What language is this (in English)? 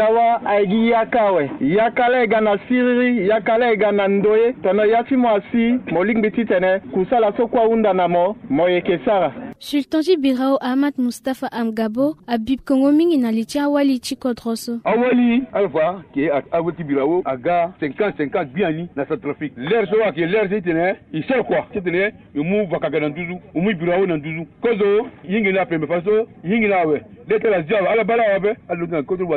Sango